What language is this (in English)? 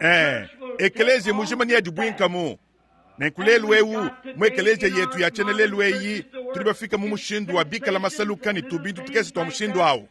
Luba-Lulua